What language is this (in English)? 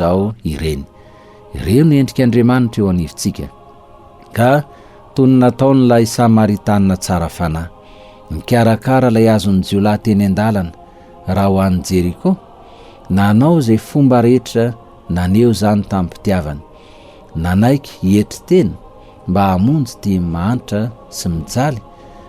Malagasy